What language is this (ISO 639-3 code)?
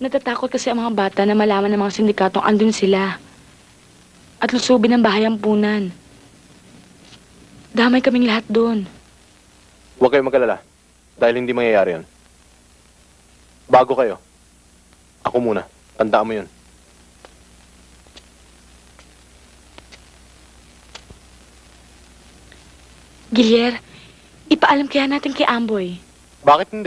fil